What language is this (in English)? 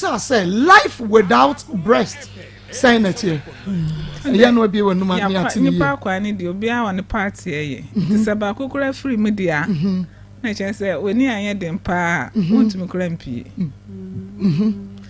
Akan